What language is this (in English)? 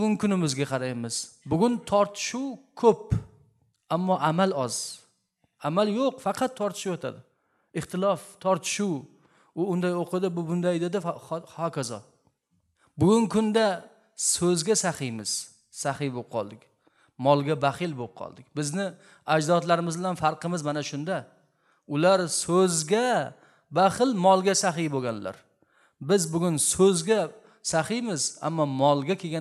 Uzbek